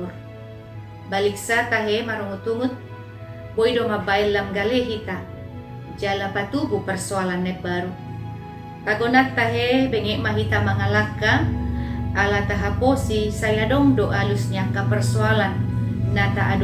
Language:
Batak Toba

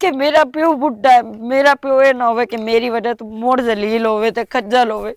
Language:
Western Panjabi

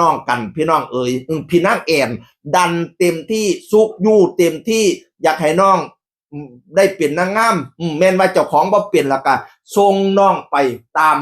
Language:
Northeastern Thai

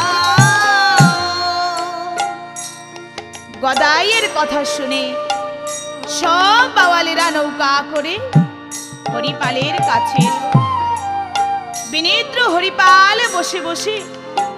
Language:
Bangla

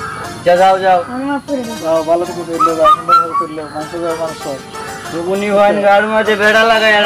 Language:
Sylheti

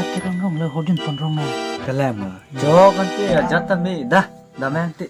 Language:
Karbi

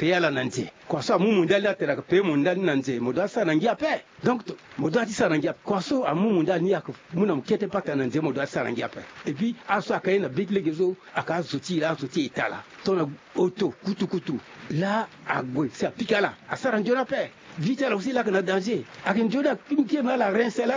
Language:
Sango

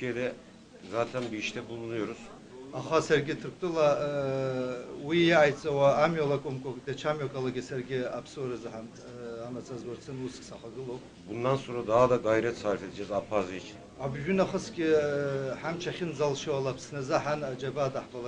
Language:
Abkhazian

